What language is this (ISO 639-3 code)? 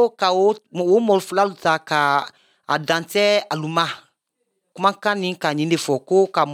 bam